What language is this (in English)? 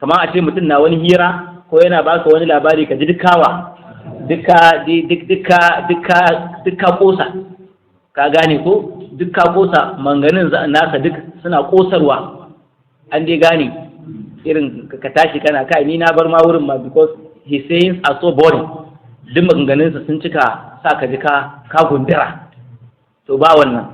Hausa